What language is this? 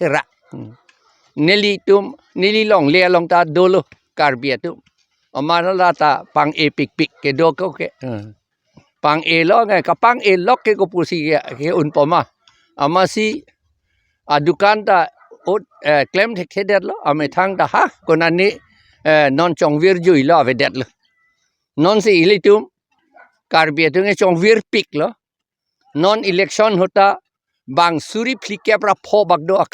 Karbi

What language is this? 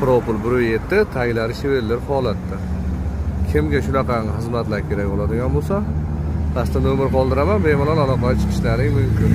Uzbek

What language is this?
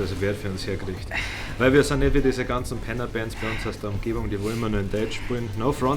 Bavarian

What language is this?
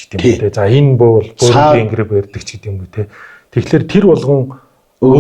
Mongolian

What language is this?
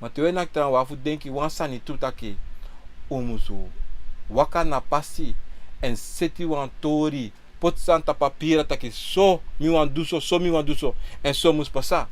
Sranan Tongo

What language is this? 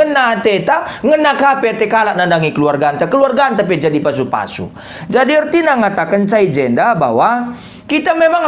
Batak Karo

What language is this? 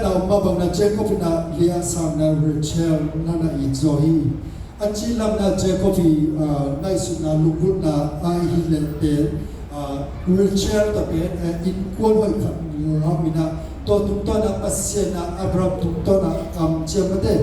Tedim Chin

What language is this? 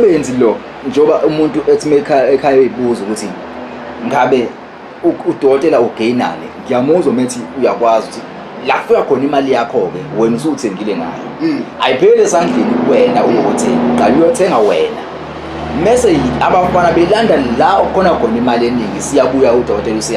Zulu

